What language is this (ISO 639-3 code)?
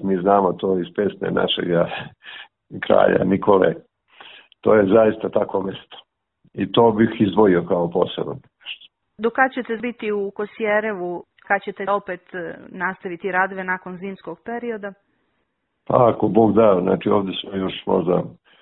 srp